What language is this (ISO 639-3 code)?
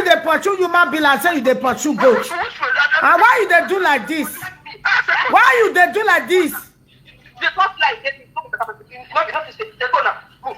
pcm